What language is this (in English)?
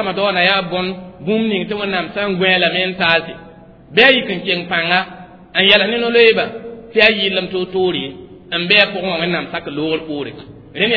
Mossi